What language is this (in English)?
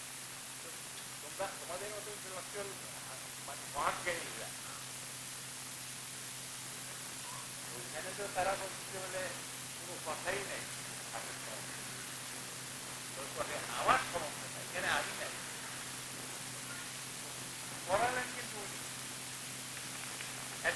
Bangla